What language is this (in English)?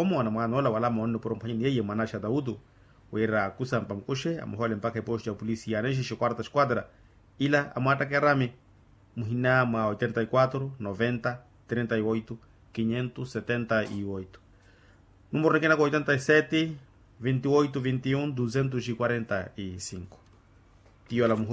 Makhuwa